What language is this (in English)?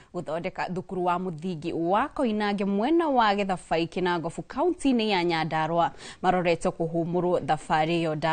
Kikuyu